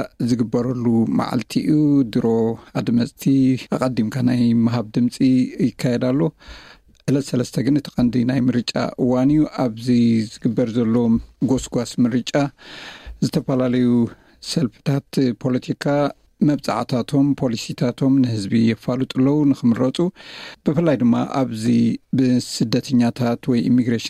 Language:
Tigrinya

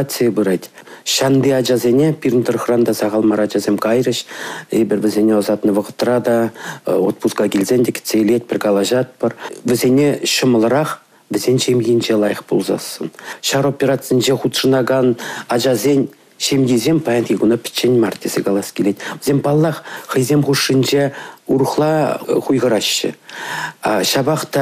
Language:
Chuvash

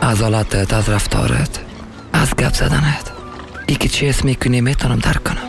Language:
Persian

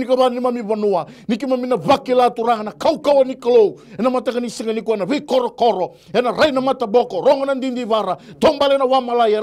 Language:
Fijian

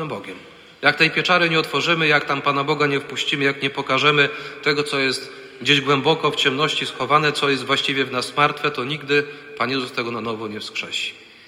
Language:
Polish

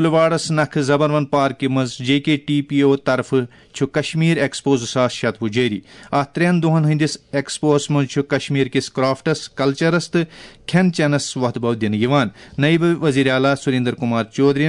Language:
Kashmiri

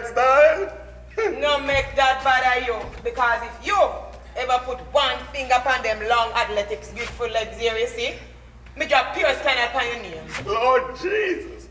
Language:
Jamaican Creole English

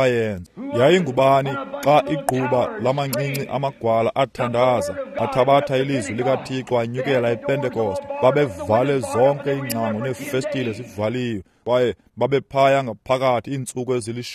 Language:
Xhosa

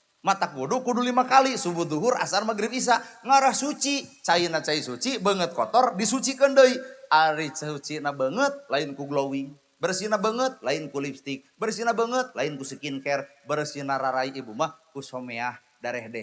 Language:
Sundanese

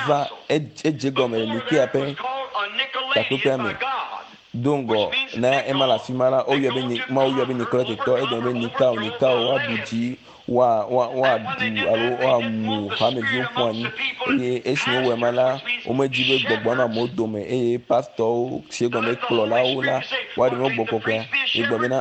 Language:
Ewe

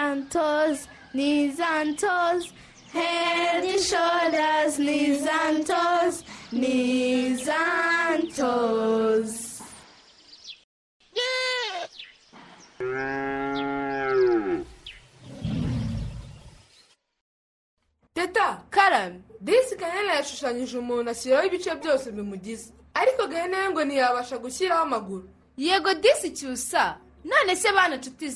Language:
Kinyarwanda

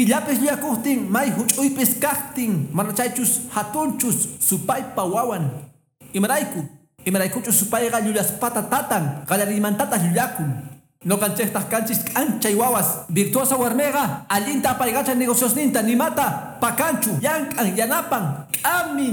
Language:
Quechua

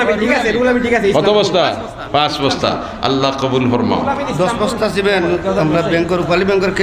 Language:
Sylheti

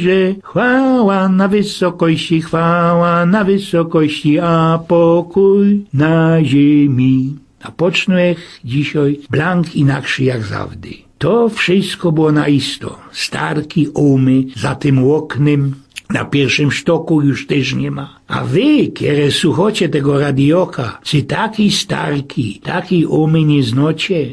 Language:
Silesian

